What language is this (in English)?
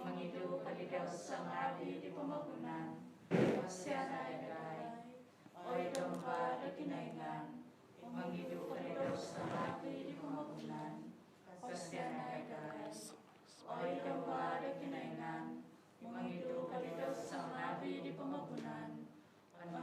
Central Dusun